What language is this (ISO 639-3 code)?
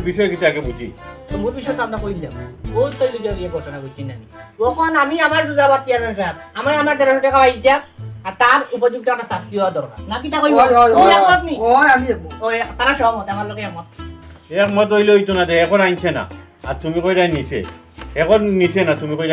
syl